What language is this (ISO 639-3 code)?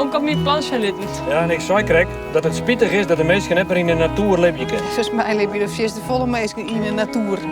fry